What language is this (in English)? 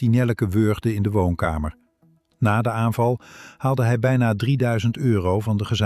Dutch